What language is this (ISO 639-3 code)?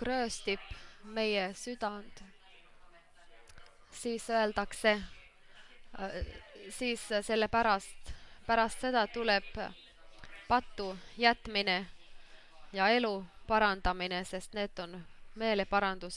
est